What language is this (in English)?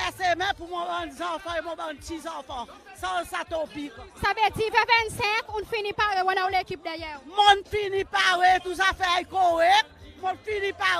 Seselwa Creole French